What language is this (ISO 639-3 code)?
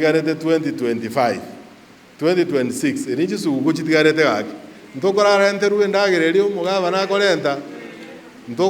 guz